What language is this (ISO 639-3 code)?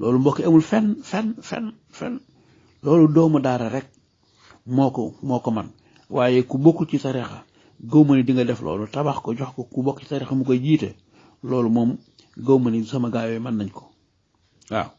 wol